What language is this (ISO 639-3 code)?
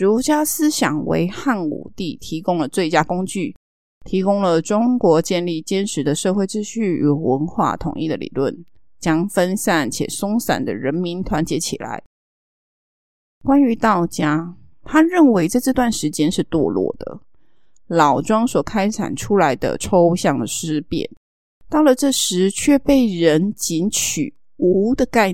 zho